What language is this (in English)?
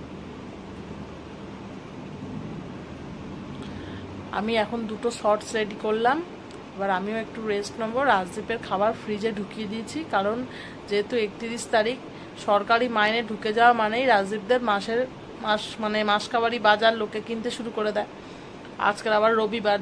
Bangla